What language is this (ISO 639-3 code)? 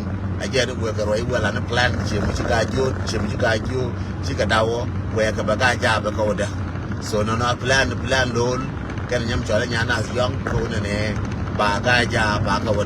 nus